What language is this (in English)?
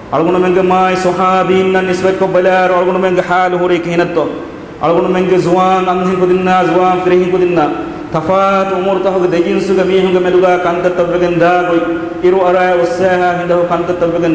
Divehi